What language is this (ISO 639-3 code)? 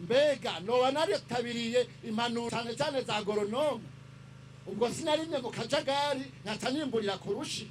run